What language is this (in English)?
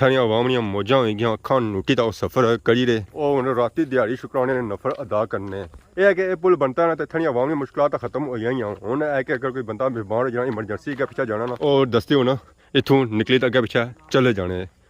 Pahari-Potwari